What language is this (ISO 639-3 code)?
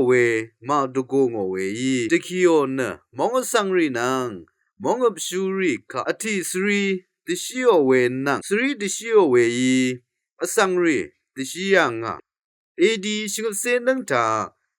raw